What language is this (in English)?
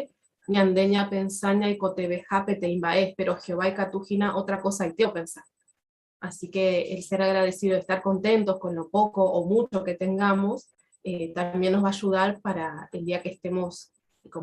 Guarani